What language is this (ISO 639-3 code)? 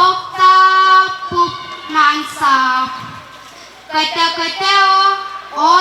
pon